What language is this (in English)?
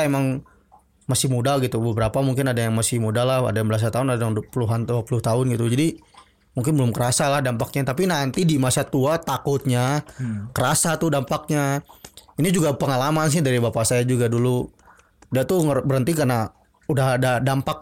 Indonesian